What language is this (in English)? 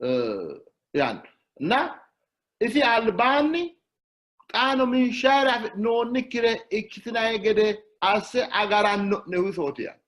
Sidamo